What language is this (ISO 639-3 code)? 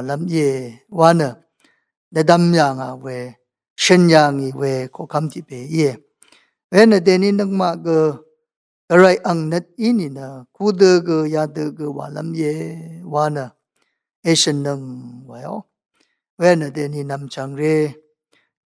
raw